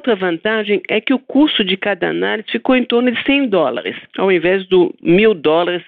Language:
Portuguese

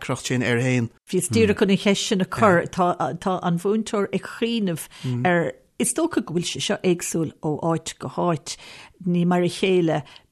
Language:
Irish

